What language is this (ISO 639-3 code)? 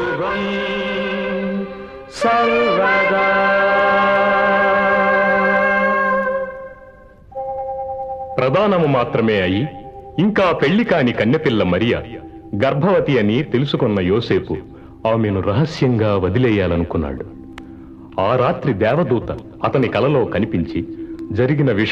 tel